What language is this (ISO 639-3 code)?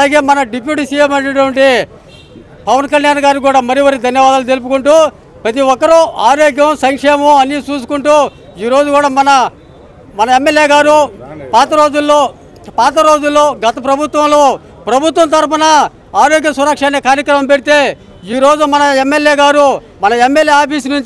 tel